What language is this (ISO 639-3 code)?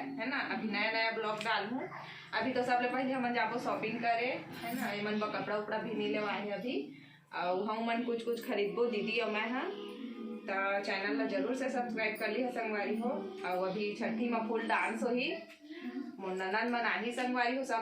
hne